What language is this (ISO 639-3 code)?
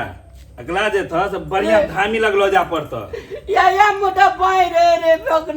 mai